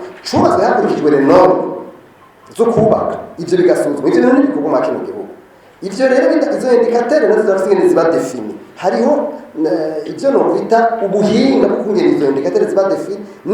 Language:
Rundi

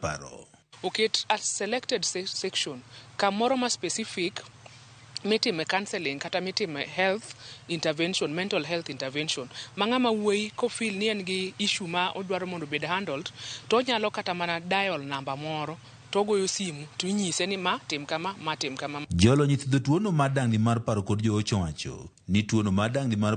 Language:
Luo (Kenya and Tanzania)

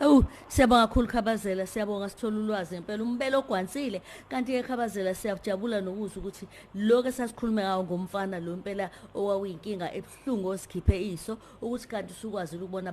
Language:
Zulu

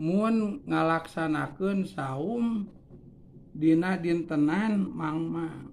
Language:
Sundanese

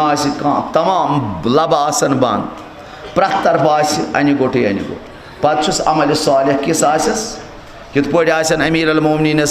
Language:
Kashmiri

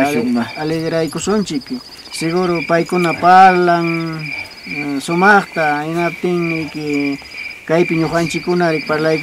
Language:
Ayacucho Quechua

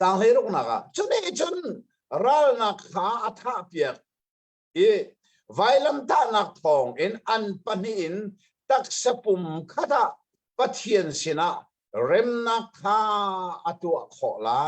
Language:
Hakha Chin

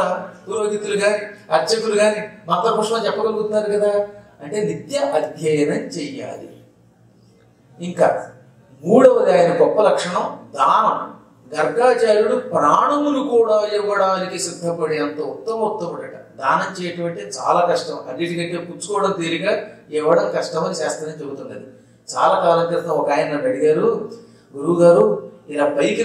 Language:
Telugu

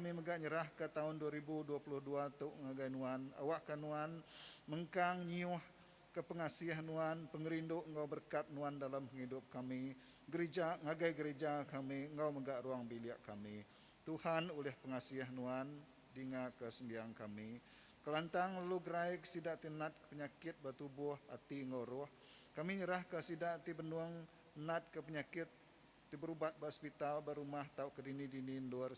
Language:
Iban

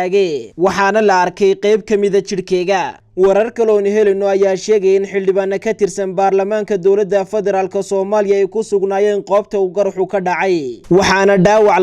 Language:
Somali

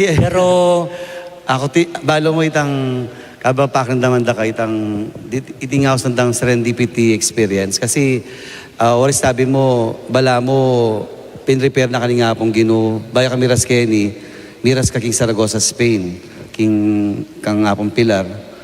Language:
Pampanga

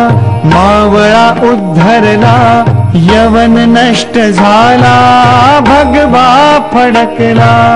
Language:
Marathi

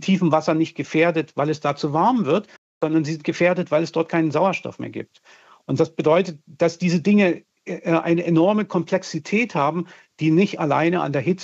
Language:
German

